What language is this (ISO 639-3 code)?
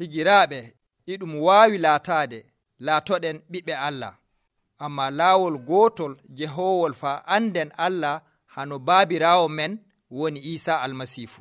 fuv